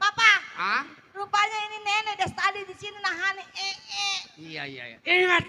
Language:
Betawi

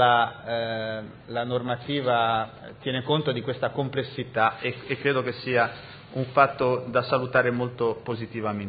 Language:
Italian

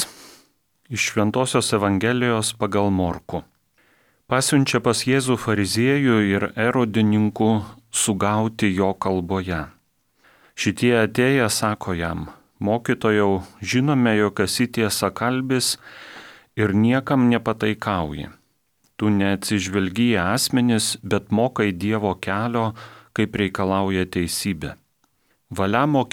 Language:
Lithuanian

